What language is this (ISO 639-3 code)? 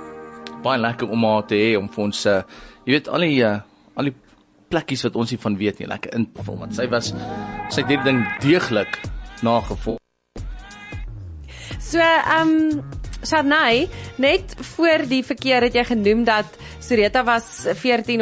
afr